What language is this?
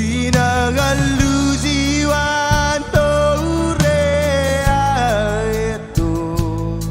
Marshallese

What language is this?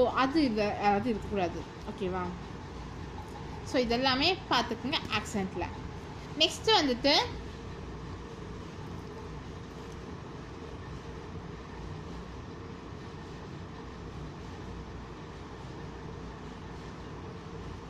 Tamil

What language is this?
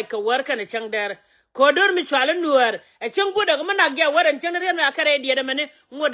Nuer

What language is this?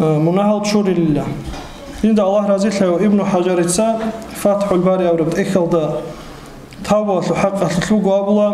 Avaric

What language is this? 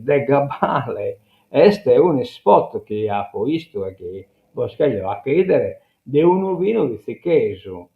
Sardinian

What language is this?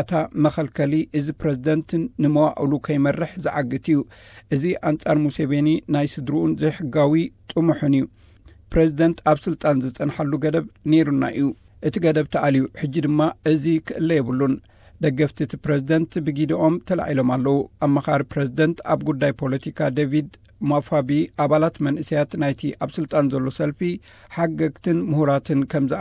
Tigrinya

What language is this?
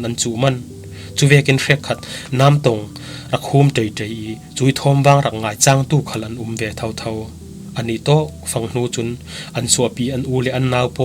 Falam Chin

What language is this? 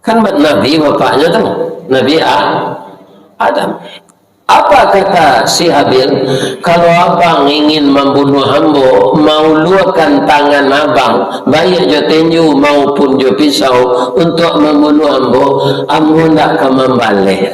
Minangkabau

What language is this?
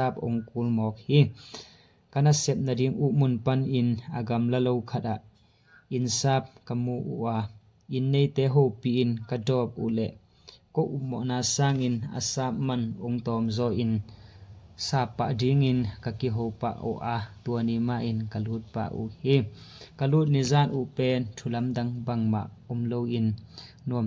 Tedim Chin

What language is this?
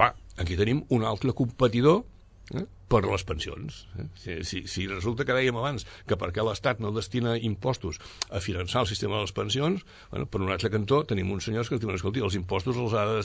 Catalan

